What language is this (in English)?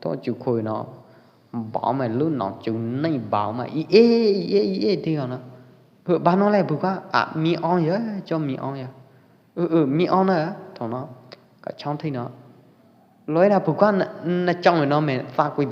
Pwo Eastern Karen